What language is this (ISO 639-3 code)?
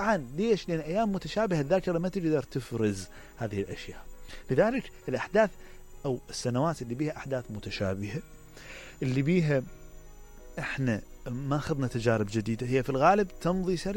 acm